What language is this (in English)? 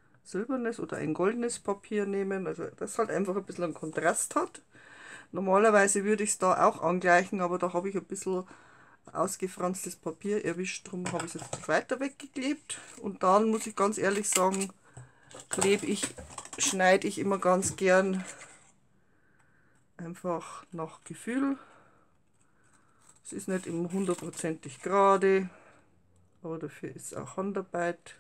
German